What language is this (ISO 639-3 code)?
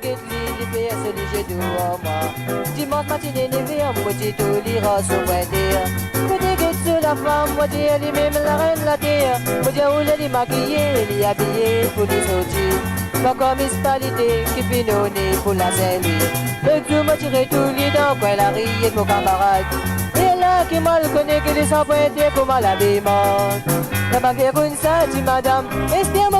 mfe